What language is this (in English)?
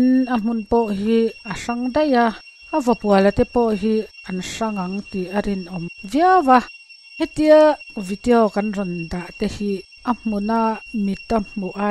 Mizo